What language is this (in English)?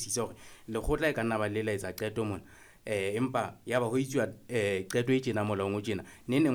Southern Sotho